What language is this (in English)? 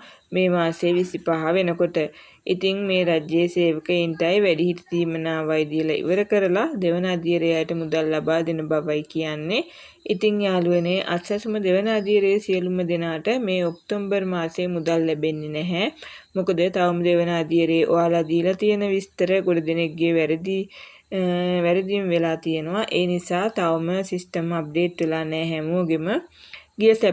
Sinhala